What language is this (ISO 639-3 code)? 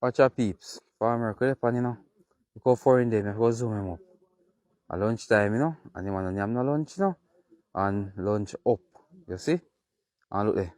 jam